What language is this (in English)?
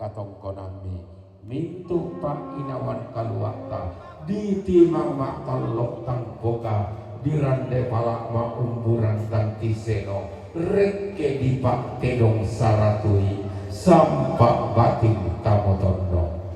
Toraja-Sa'dan